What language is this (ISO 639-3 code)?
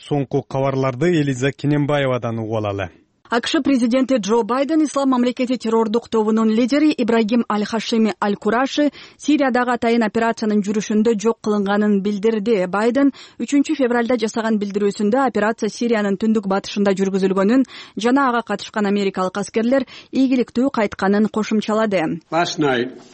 kir